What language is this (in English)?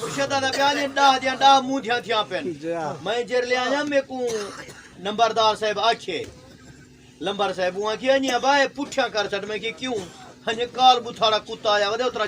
Saraiki